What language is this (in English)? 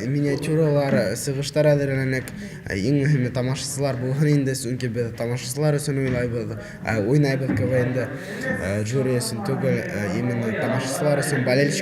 Bashkir